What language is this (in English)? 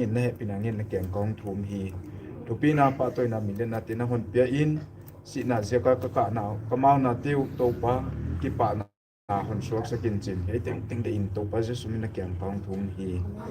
Paite Chin